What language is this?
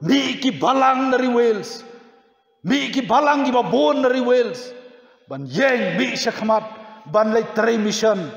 Khasi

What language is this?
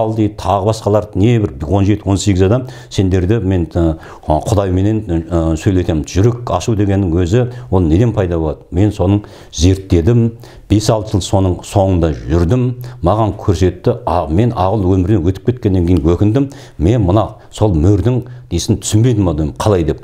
Kazakh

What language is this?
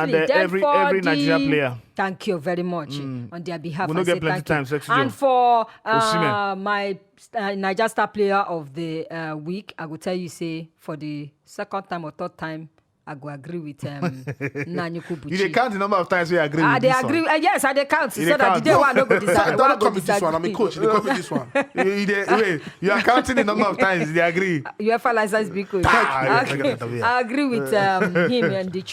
Nigerian Pidgin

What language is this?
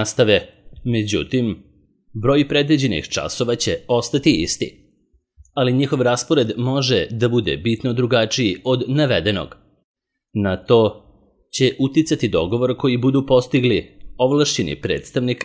Serbian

